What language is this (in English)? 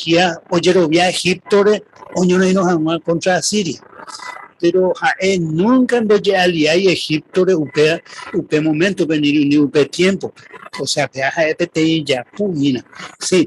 Guarani